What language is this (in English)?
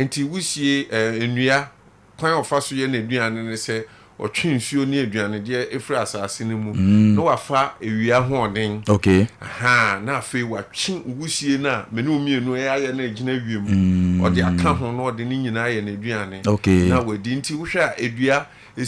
Akan